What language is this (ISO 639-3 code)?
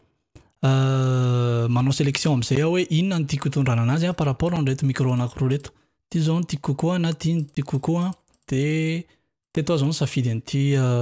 mlg